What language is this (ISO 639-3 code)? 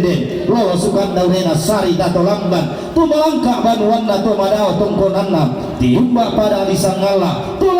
sda